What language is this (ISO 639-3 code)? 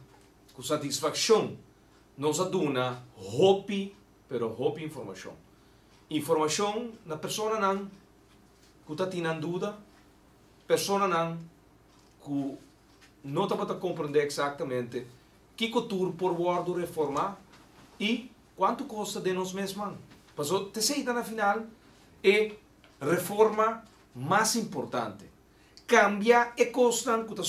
pap